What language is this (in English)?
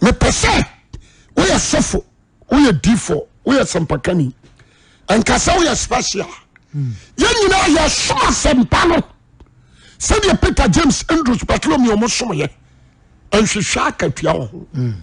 Akan